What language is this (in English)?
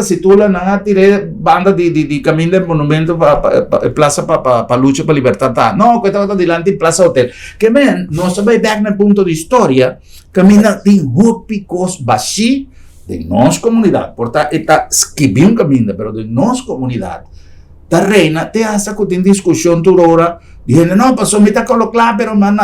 Papiamento